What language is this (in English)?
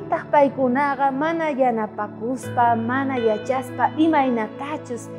South Bolivian Quechua